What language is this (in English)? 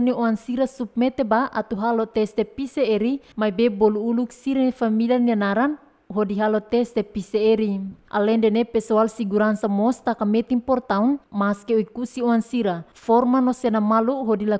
Tetum